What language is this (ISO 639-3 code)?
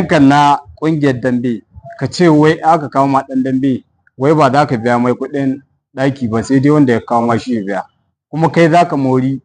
hau